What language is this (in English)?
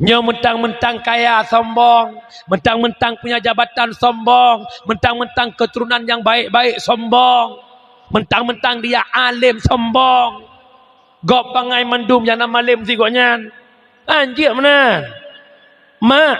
Achinese